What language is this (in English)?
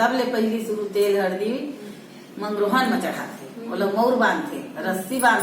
Chhattisgarhi